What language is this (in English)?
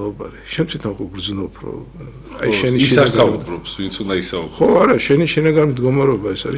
Georgian